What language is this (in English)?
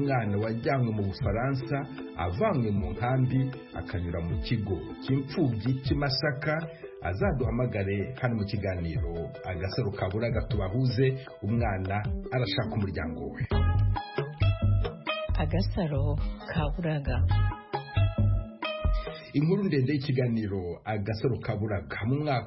Kinyarwanda